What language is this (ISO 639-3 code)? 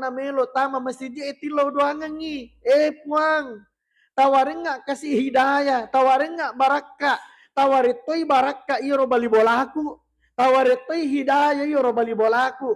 bug